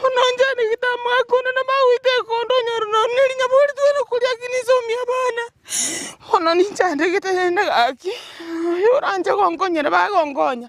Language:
Gusii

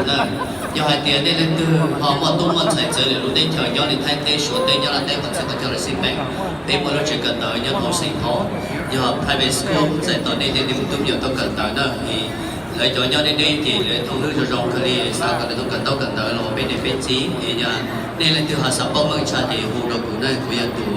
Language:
Hmong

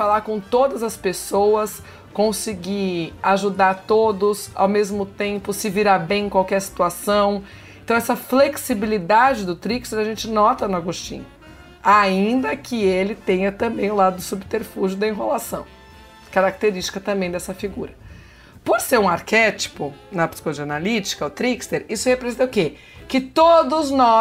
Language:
Portuguese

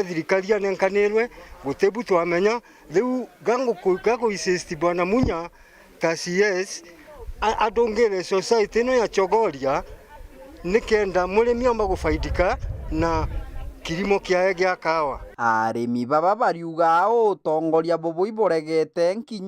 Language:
Meru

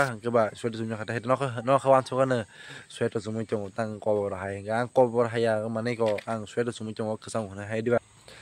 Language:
Kok Borok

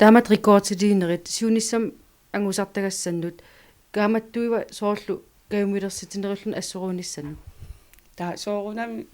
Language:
Kalaallisut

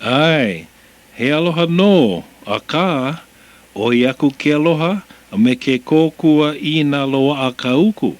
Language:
Hawaiian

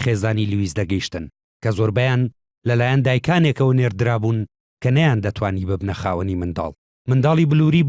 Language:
Central Kurdish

